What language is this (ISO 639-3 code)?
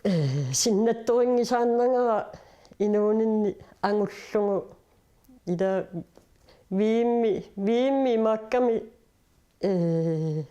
kal